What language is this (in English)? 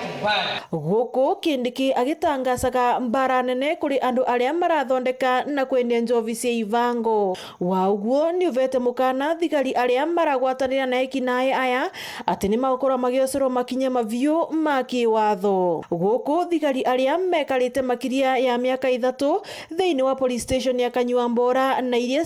Meru